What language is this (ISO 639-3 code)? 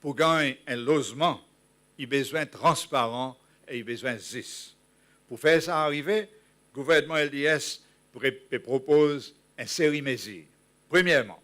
crs